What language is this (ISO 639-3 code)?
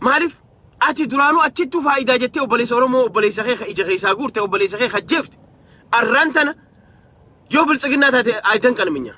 orm